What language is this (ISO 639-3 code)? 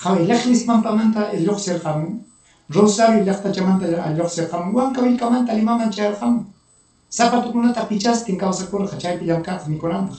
quy